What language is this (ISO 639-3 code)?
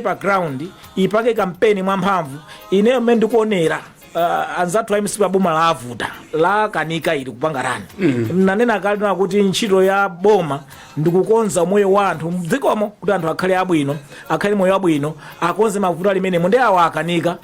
nya